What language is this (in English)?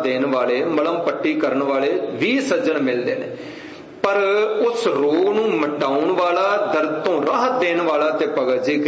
Punjabi